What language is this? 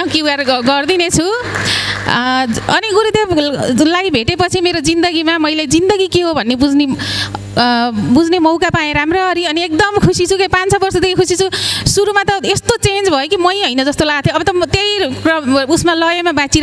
Nepali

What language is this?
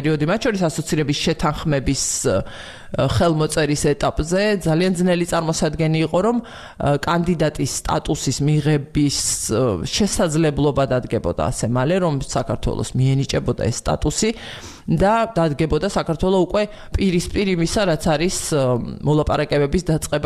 Georgian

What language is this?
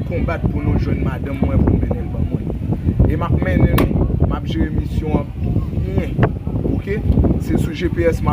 Haitian Creole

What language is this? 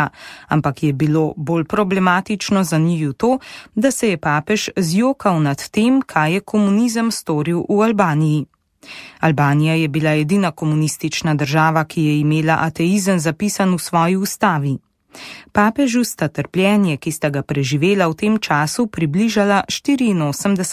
Slovenian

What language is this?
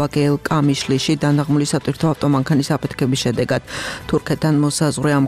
Georgian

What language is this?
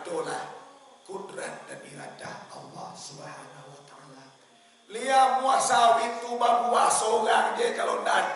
Minangkabau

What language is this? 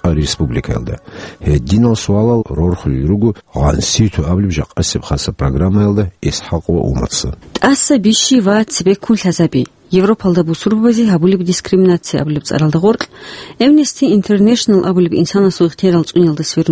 Avaric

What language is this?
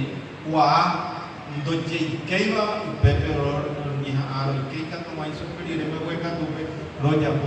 Guarani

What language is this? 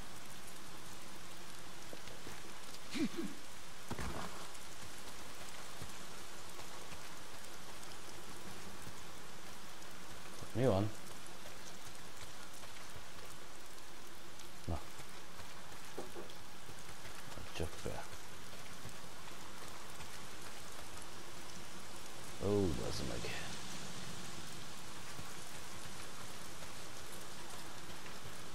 Hungarian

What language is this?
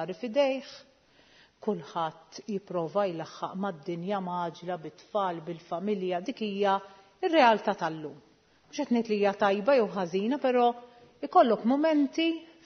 Maltese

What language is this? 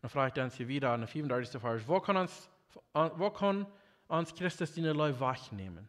Plautdietsch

